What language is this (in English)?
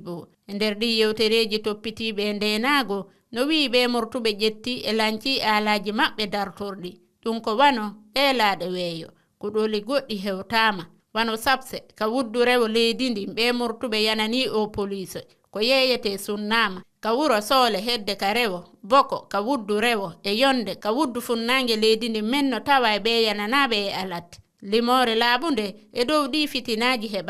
Fula